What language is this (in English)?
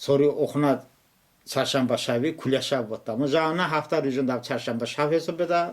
Talysh